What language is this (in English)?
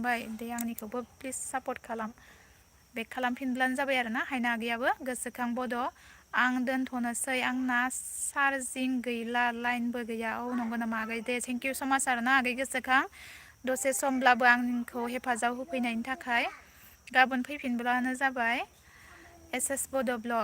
Bodo